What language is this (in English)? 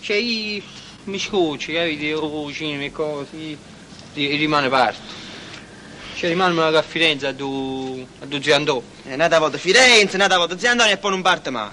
Neapolitan